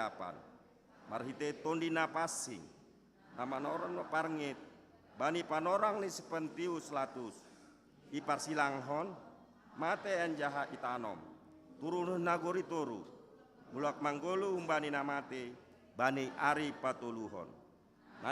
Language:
Batak Simalungun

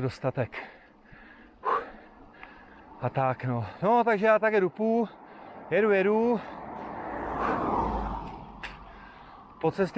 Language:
Czech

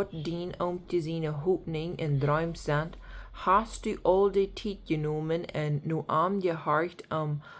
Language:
Plautdietsch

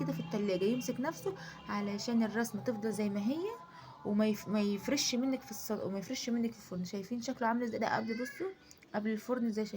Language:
Egyptian Arabic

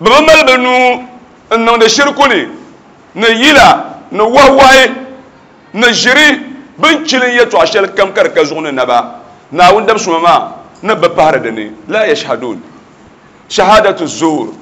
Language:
Dagbani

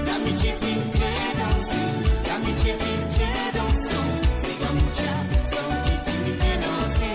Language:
Morisyen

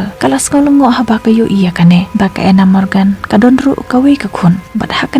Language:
Khasi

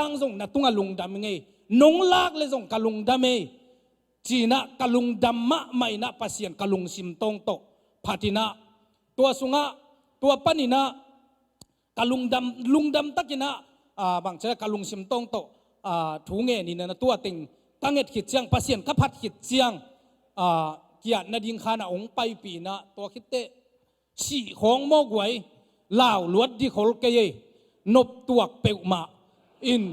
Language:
Tedim Chin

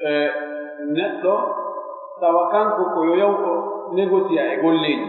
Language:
Pular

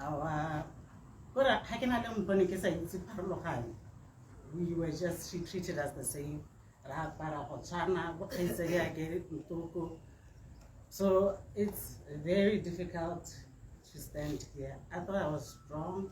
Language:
Tswana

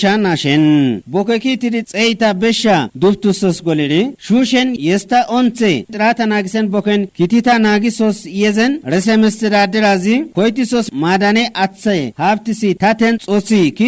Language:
Kafa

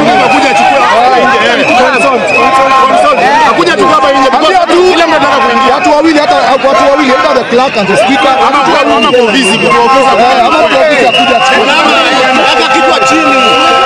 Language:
Swahili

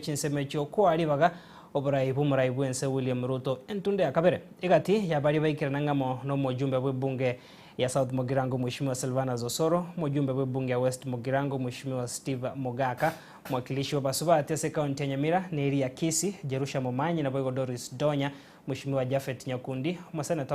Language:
Gusii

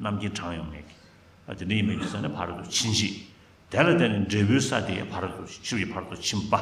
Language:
Tibetan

